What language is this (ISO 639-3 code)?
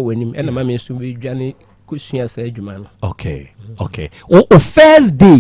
aka